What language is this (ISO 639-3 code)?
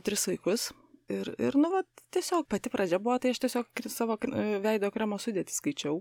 lit